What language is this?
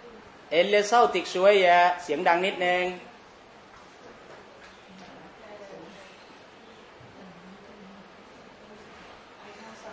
Thai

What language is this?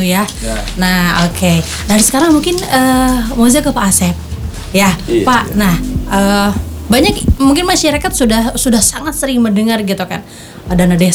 Indonesian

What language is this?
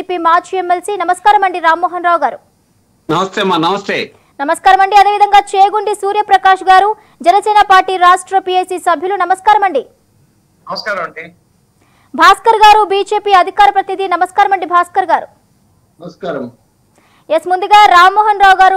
Telugu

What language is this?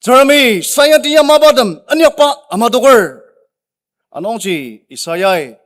Ao Naga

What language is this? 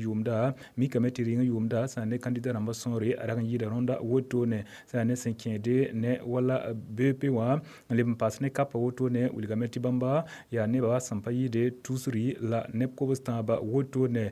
Mossi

